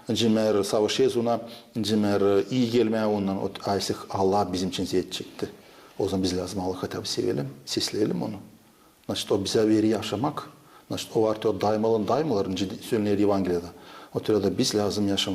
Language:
Gagauz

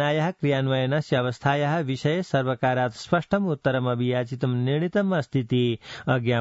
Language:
Sanskrit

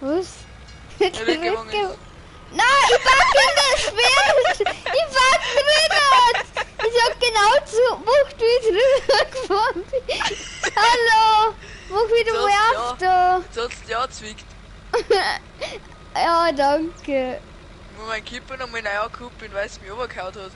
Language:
Bavarian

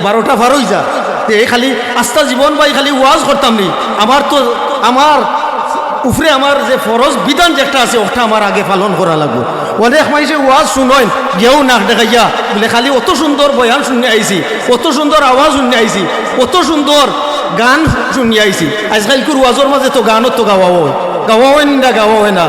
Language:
Sylheti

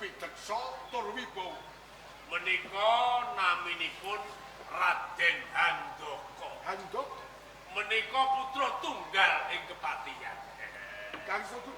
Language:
Javanese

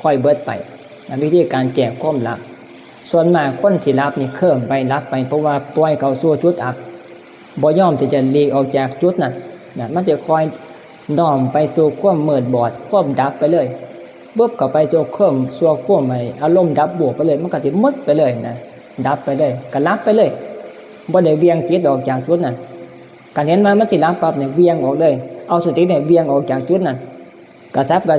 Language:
Northeastern Thai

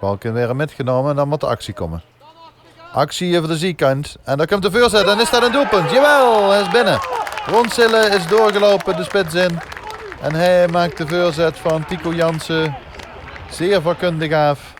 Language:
Limburgish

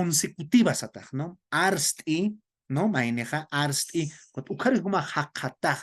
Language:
Aymara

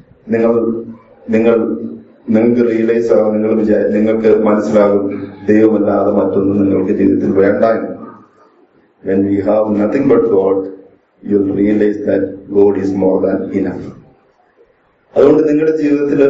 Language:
Malayalam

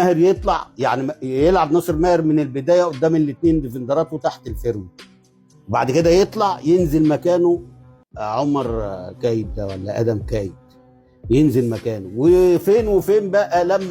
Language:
Egyptian Arabic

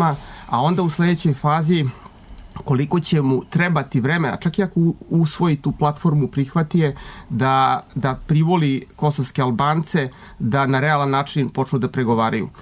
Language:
Serbian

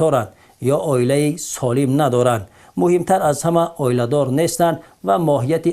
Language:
Tajik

